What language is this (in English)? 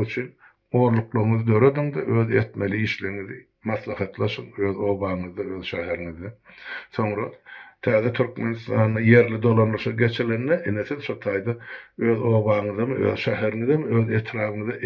Turkmen